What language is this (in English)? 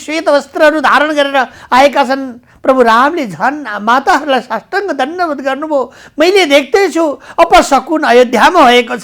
Nepali